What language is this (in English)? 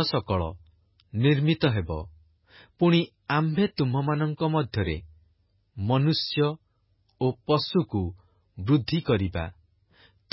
Odia